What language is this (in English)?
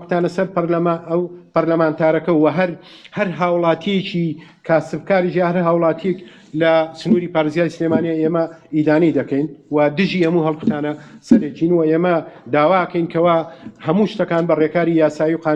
Central Kurdish